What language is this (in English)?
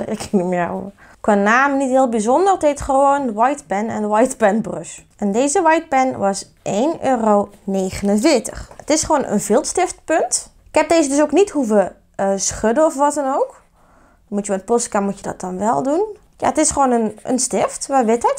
Dutch